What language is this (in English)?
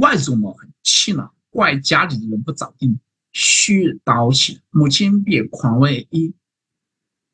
Chinese